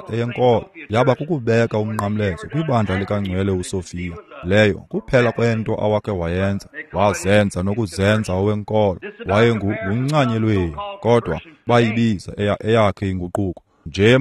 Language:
Xhosa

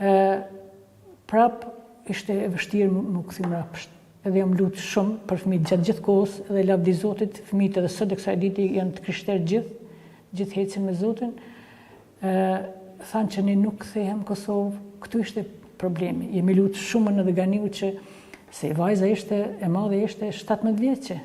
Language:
Albanian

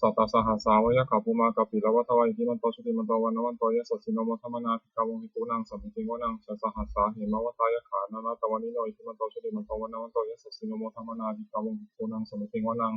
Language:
Pali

